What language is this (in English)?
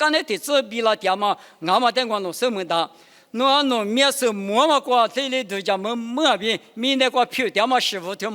Lisu